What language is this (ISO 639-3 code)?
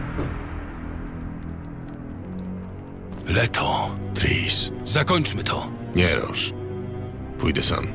pol